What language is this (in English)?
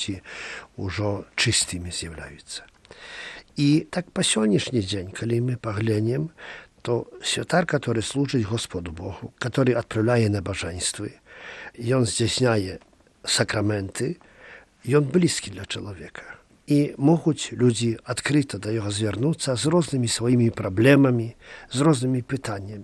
Belarusian